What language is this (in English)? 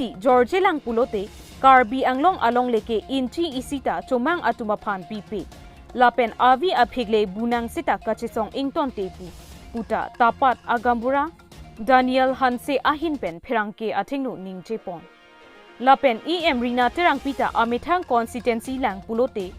Karbi